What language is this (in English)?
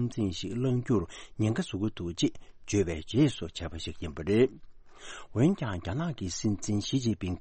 Tibetan